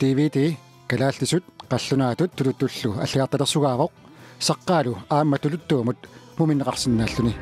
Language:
Kalaallisut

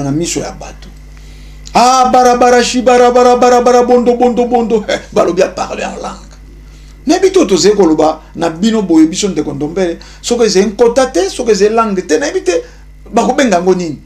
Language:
Lingala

